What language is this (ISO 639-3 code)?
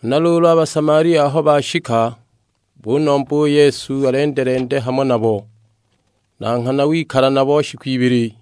suk